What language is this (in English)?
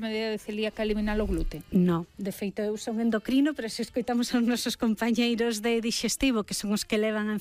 Galician